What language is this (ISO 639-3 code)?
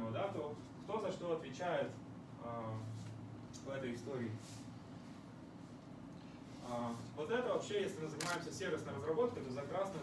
rus